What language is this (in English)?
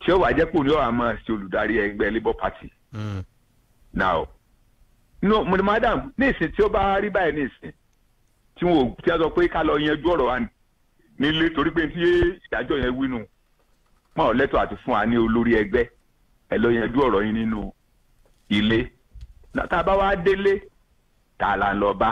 Yoruba